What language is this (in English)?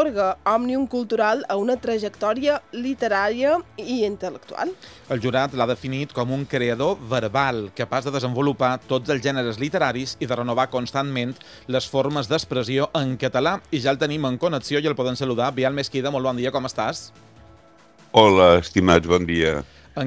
Catalan